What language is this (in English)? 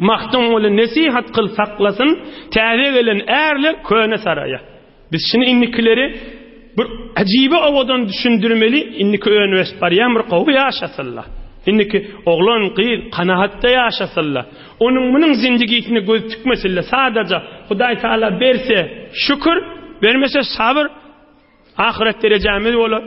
Turkmen